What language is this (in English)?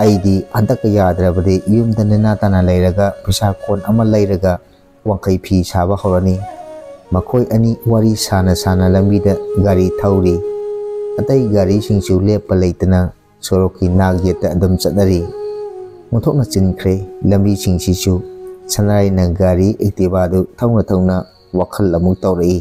Manipuri